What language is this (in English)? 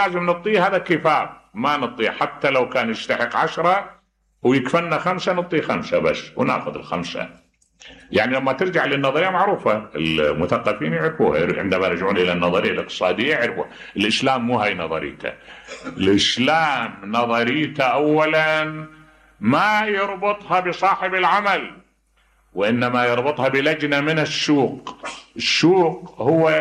Mesopotamian Arabic